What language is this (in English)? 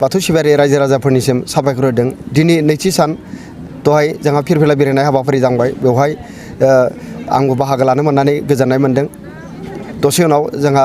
Bodo